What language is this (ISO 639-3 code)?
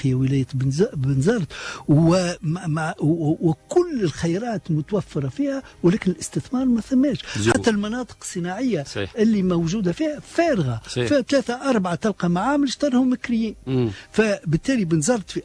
aeb